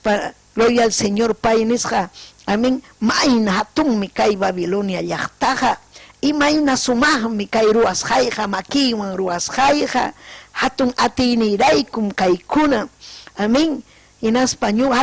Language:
Ayacucho Quechua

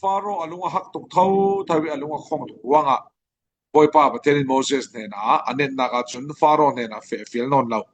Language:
Falam Chin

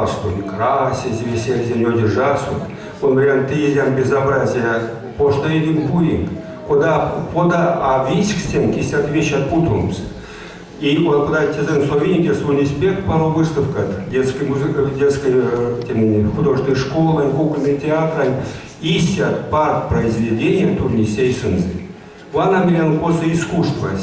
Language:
Erzya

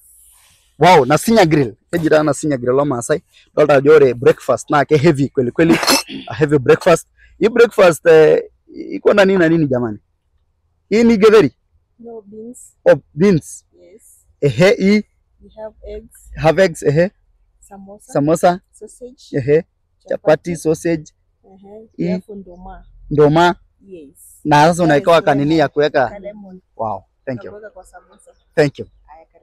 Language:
Masai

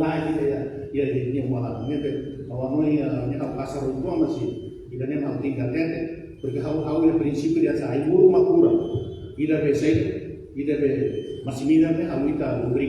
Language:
Tetum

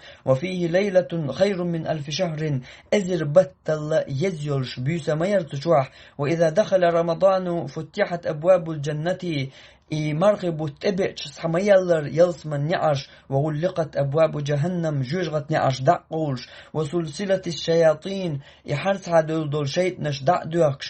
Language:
Chechen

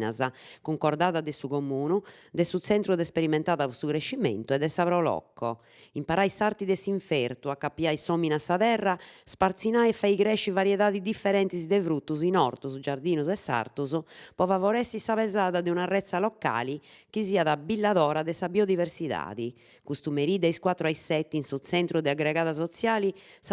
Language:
Sardinian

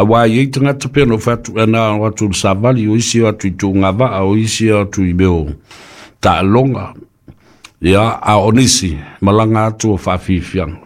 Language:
Samoan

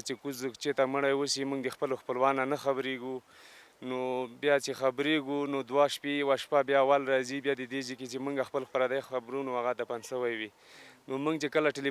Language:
Pashto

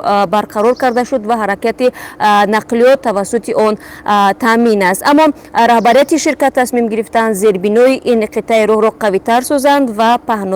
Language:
Tajik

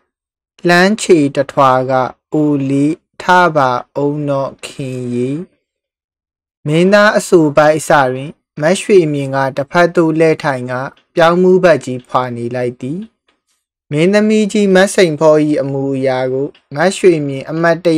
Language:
Burmese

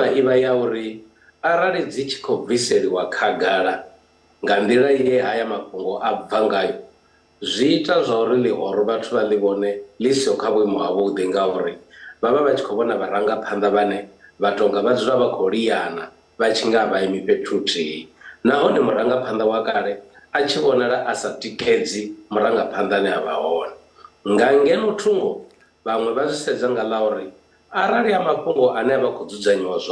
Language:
Venda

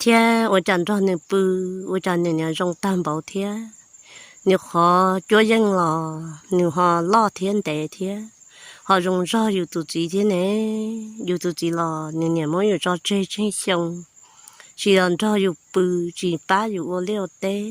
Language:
Hmong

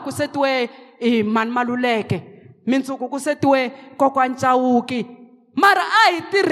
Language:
Tsonga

